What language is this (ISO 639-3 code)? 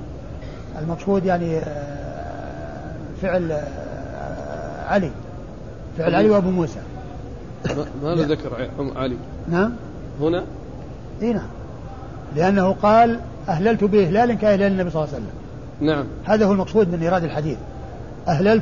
ara